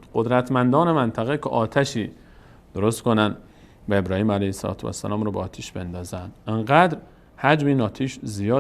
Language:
Persian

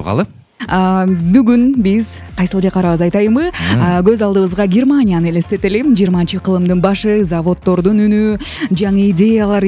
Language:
Kyrgyz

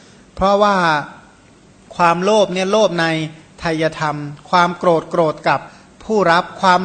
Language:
Thai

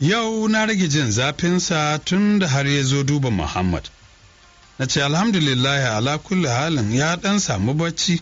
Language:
Hausa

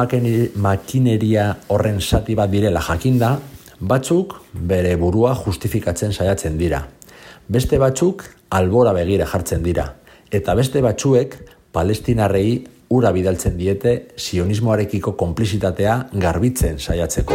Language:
Basque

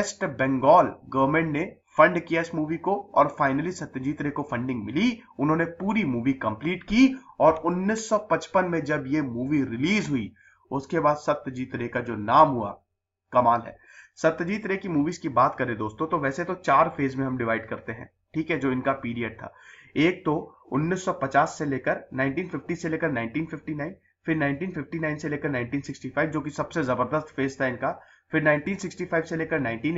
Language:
Hindi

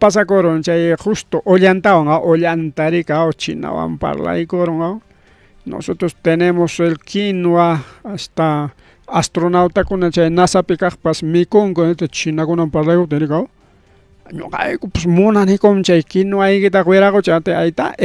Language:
Ayacucho Quechua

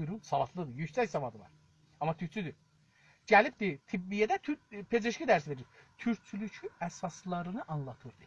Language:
South Azerbaijani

